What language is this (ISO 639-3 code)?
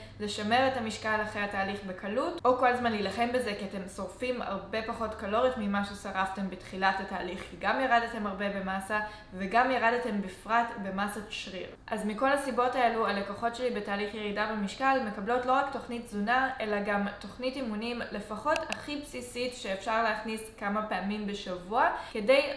heb